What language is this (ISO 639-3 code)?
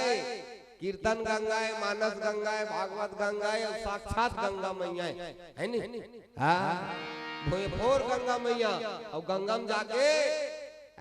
hne